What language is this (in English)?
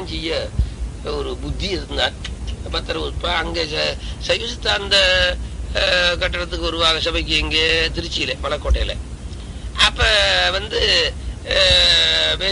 Tamil